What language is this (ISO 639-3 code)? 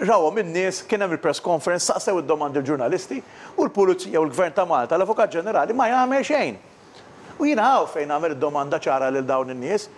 mlt